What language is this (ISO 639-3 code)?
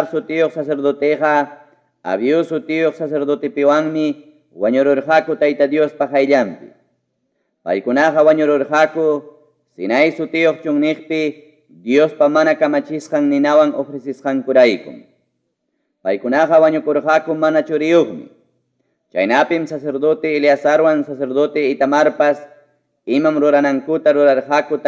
quy